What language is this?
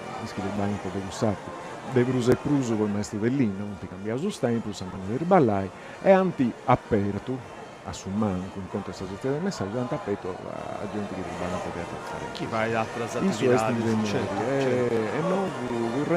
Sardinian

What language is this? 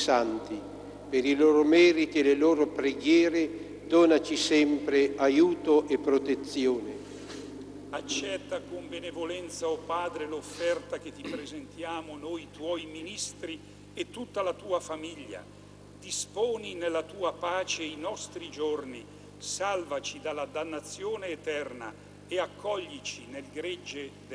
Italian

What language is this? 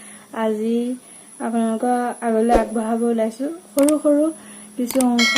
Assamese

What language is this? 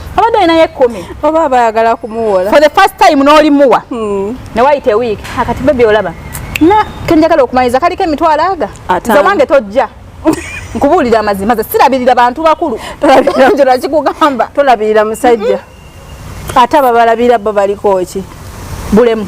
Ganda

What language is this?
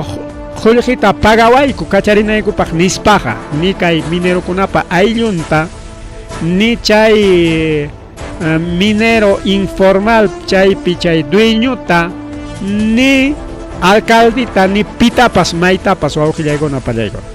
Ayacucho Quechua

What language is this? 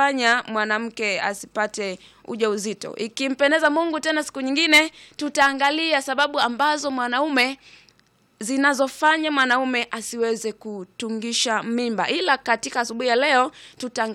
Swahili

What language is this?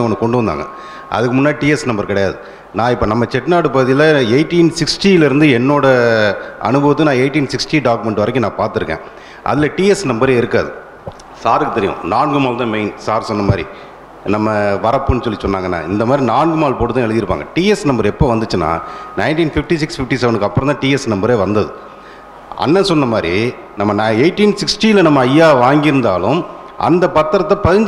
Tamil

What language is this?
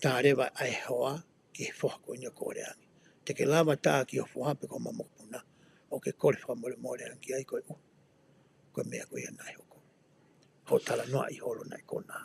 Tongan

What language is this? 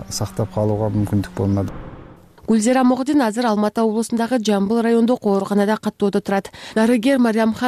Kyrgyz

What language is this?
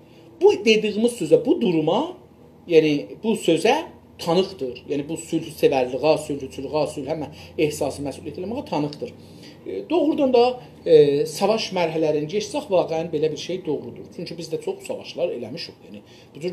South Azerbaijani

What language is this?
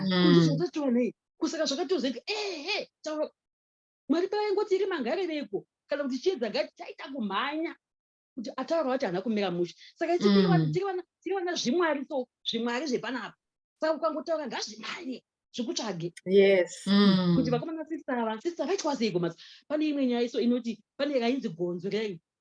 Shona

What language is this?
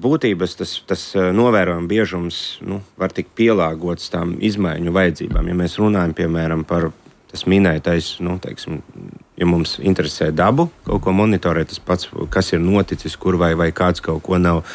Latvian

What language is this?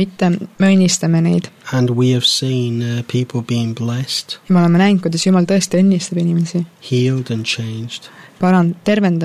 Estonian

